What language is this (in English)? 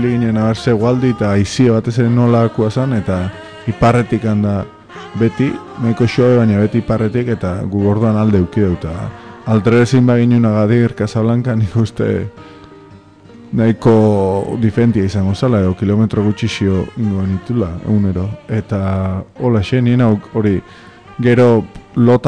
Basque